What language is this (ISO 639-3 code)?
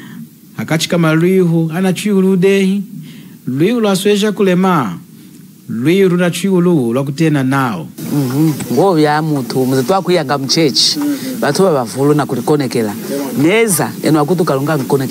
lun